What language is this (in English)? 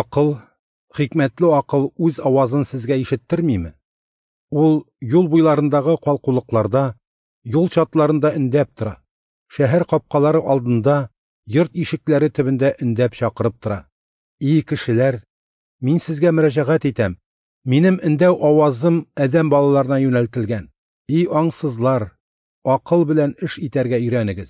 Tatar